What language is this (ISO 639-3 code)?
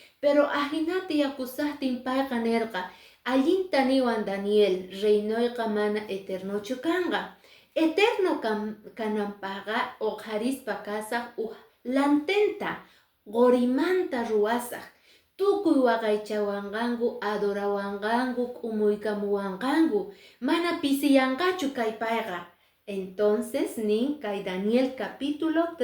que